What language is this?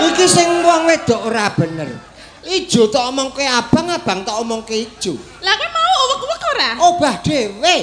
Javanese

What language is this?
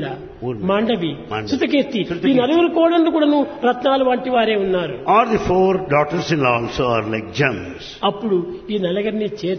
Telugu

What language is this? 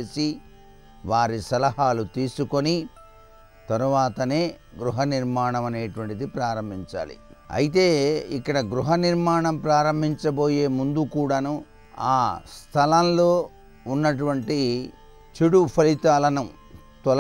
Telugu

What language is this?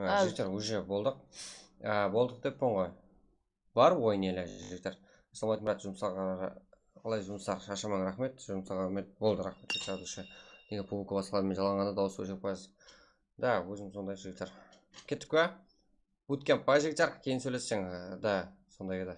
Kara-Kalpak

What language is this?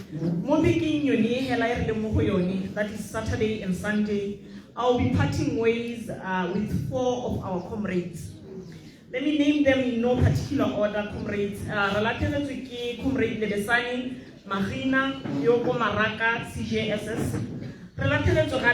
Tswana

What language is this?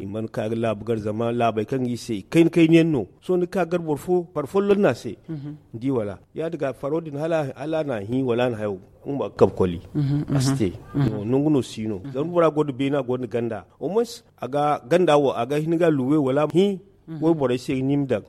Zarma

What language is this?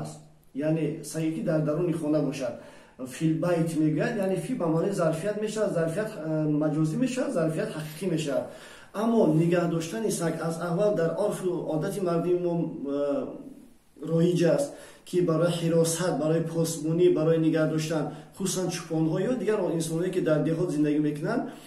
Tajik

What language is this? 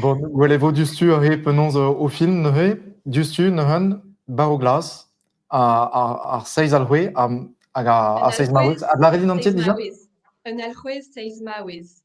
Breton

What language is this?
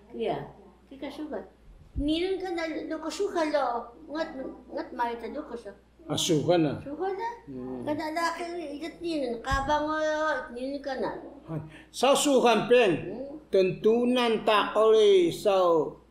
Taroko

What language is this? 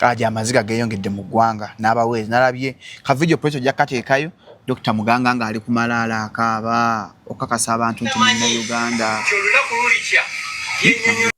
Ganda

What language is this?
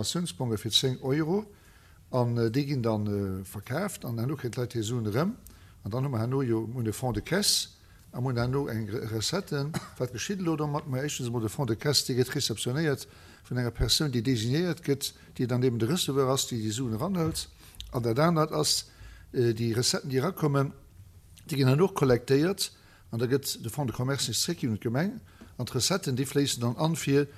Luxembourgish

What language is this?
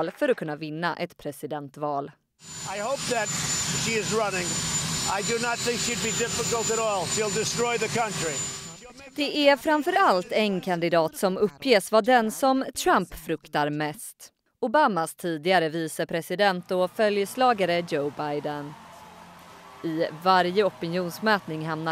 Swedish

